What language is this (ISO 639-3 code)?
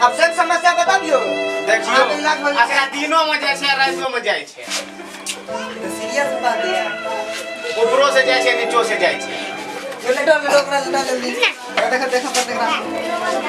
mai